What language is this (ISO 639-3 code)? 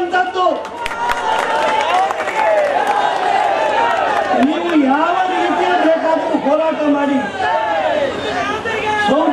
kan